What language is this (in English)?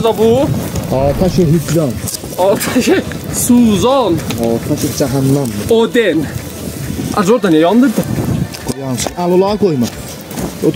South Azerbaijani